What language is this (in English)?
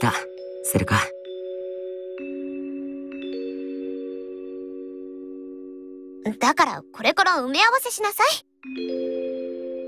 Japanese